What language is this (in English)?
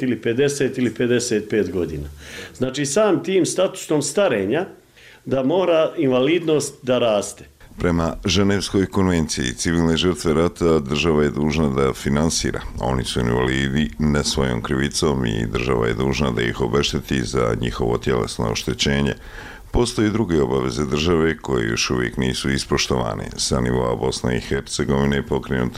Bosnian